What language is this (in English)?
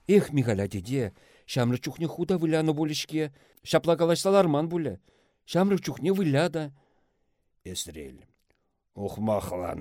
Chuvash